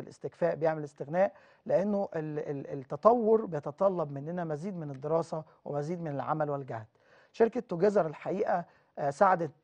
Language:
Egyptian Arabic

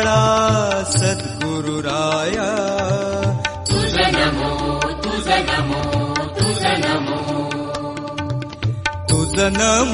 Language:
Marathi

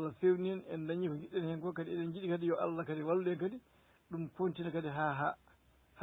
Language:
Fula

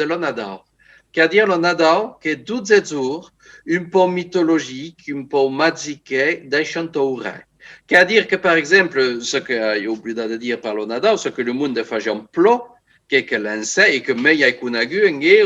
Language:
Occitan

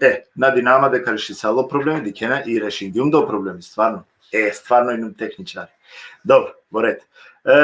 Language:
Balkan Romani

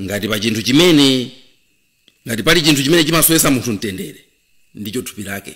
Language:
Nyanja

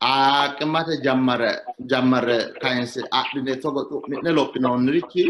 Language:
Sidamo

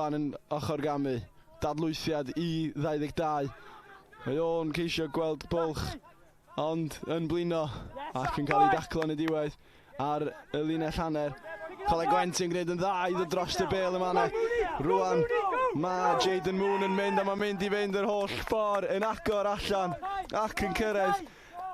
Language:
Welsh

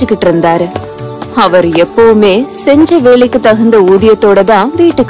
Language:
Tamil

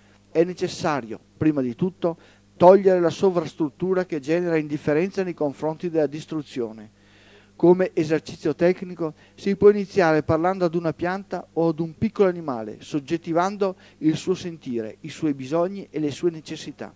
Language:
Italian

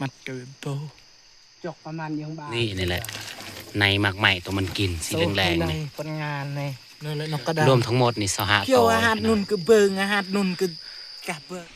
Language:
Northeastern Thai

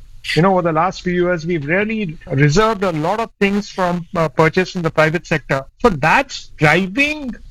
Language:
English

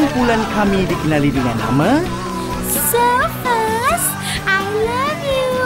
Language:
Malay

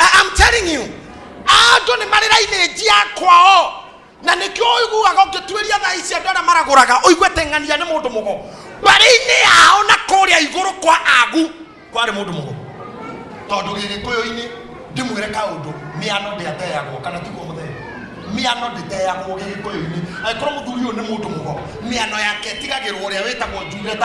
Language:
Kikuyu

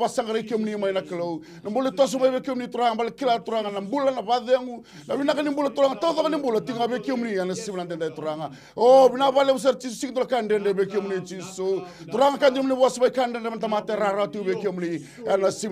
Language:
Fijian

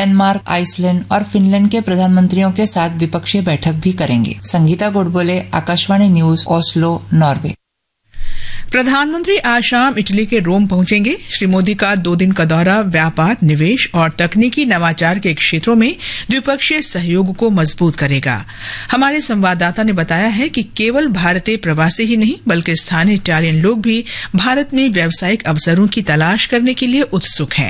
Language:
Hindi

